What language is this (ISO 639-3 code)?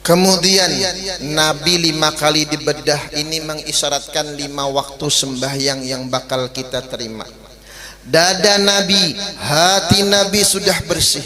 bjn